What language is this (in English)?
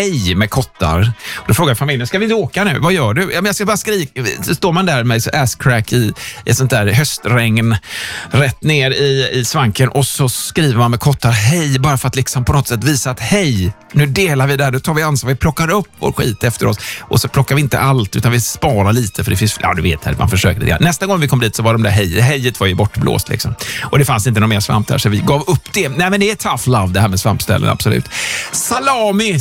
Swedish